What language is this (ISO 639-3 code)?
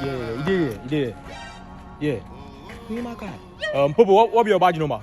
jam